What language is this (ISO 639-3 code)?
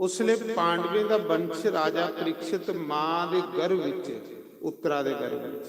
doi